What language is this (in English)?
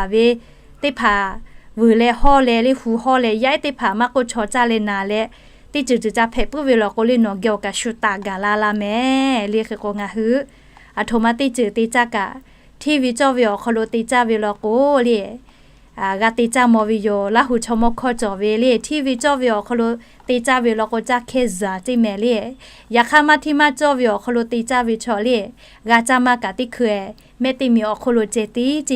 Lahu